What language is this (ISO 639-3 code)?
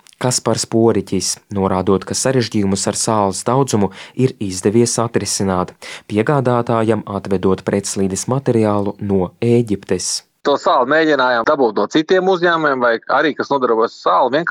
lav